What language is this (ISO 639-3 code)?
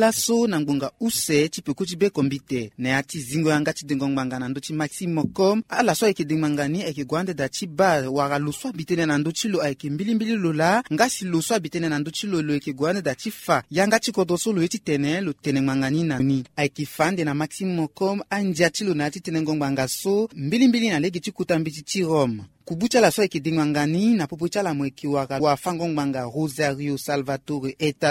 sag